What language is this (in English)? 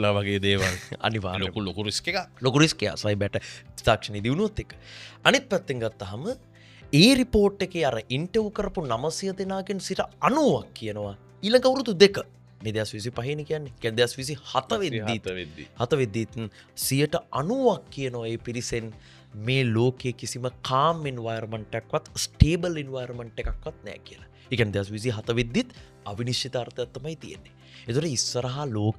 Sinhala